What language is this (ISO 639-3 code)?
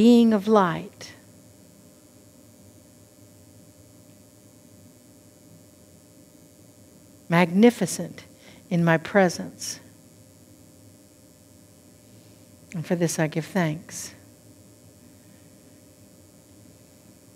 eng